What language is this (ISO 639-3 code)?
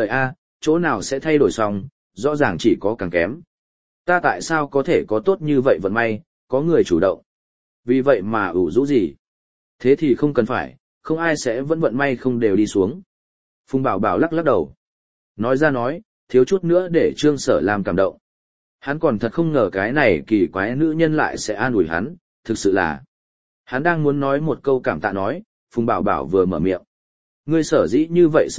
vie